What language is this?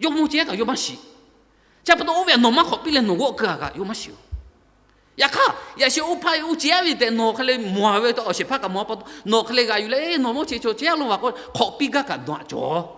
Lahu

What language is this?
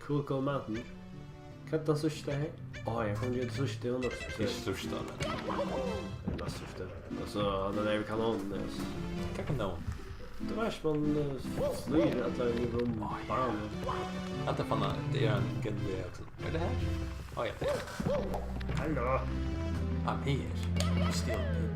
Faroese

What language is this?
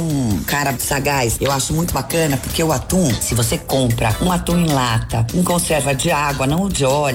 Portuguese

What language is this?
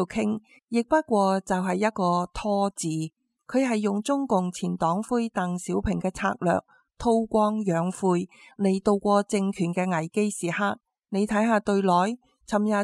Cantonese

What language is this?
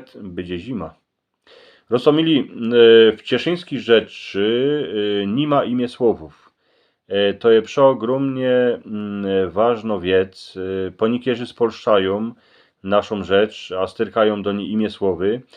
Silesian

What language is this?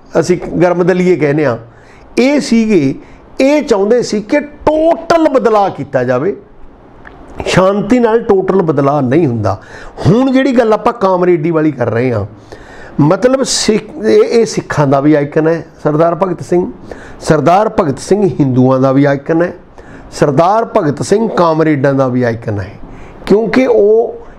Punjabi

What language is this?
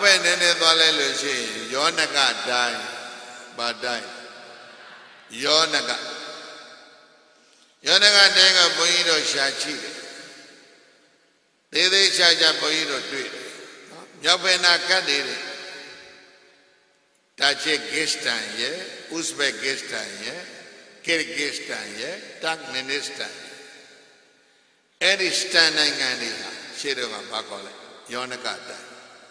Burmese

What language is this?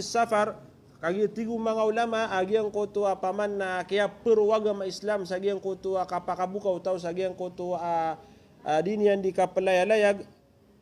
Maranao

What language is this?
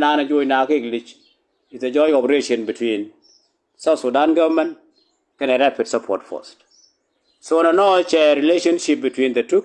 Nuer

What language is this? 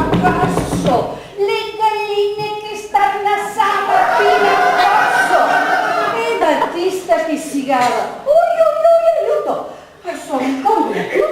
Venetian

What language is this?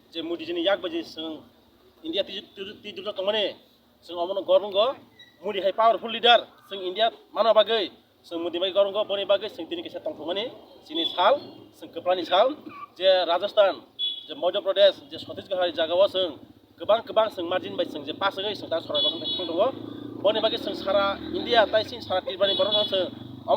Kok Borok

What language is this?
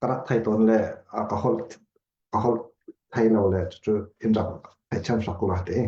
Falam Chin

